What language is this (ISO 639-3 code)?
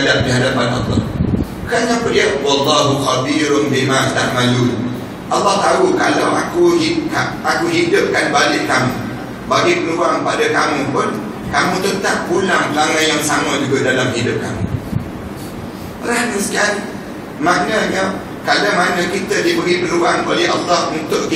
msa